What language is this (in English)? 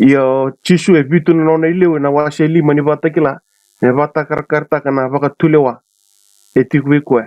Fijian